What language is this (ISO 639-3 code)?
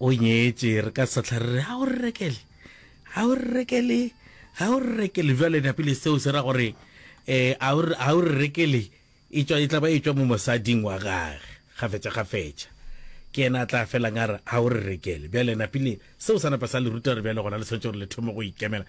nso